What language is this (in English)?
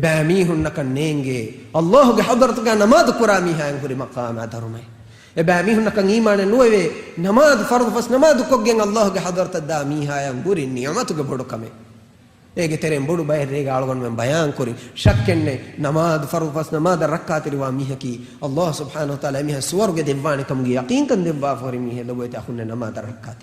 Divehi